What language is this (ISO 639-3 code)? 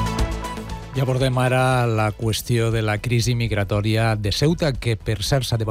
cat